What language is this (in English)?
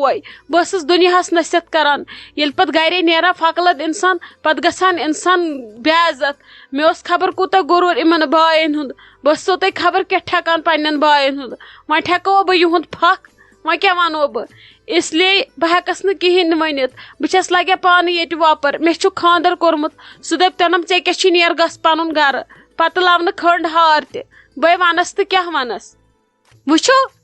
Kashmiri